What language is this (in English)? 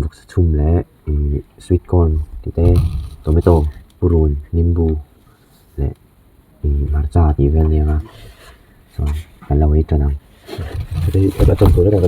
Mizo